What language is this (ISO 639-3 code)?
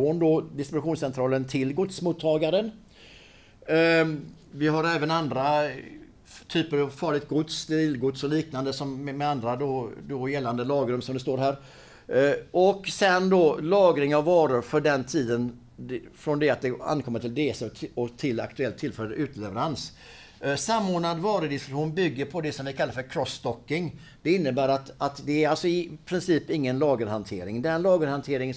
swe